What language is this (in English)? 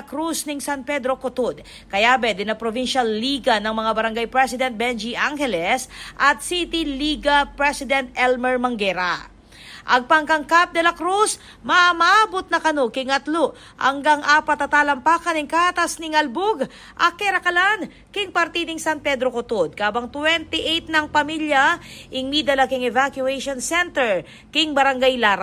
Pampanga